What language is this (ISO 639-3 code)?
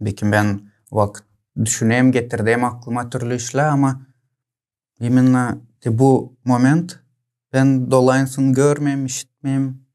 gag